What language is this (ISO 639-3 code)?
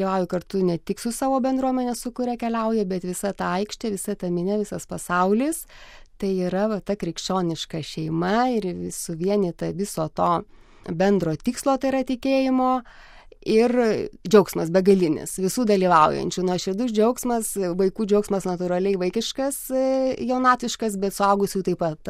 lit